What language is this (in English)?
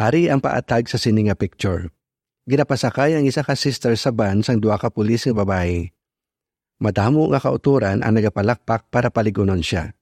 Hiligaynon